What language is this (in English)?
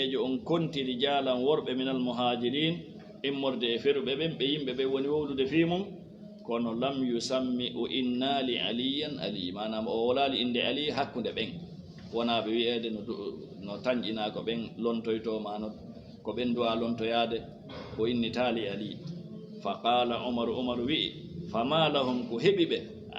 Fula